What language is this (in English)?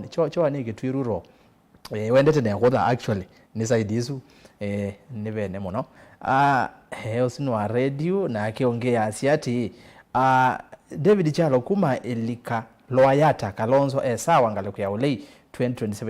Kamba